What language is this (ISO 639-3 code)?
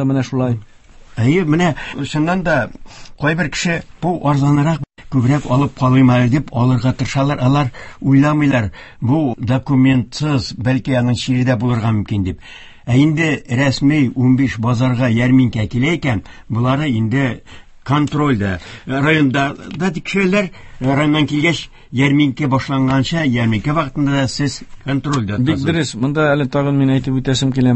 tat